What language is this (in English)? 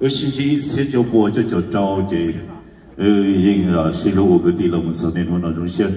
Hmong